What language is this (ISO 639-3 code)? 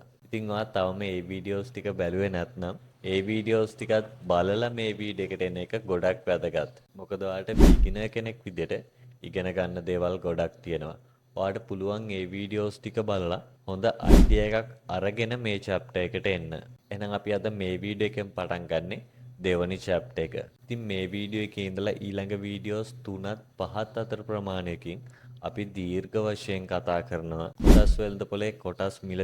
sin